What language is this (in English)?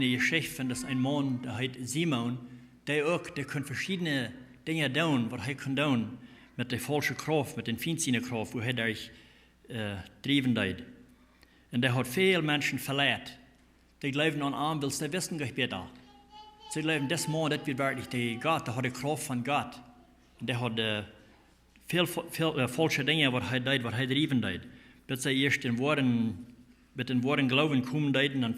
Plautdietsch